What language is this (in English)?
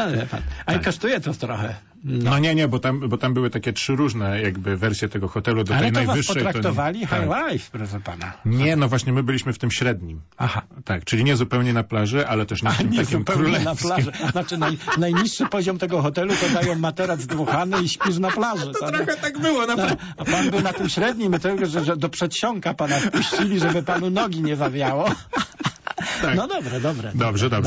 Polish